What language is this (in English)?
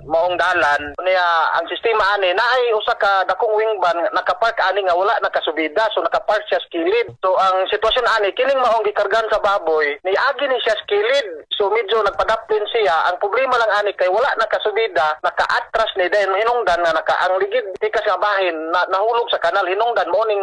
Cebuano